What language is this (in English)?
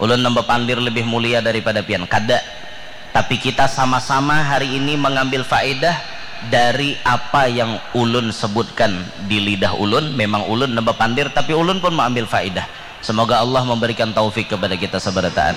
Banjar